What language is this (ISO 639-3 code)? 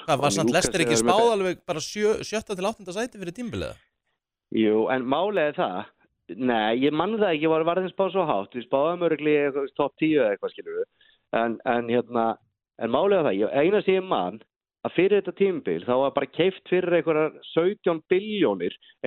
isl